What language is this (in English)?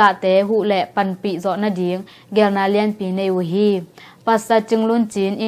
Tedim Chin